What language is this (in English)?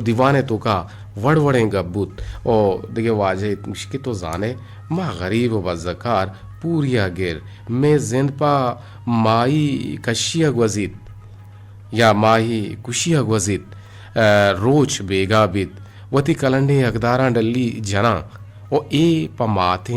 Eastern Balochi